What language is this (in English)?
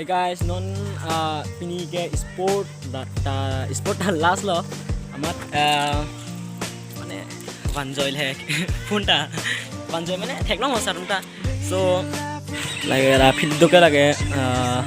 Karbi